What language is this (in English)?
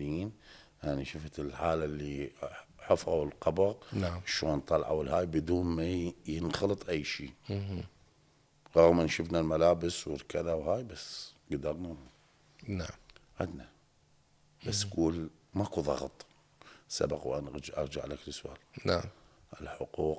Mesopotamian Arabic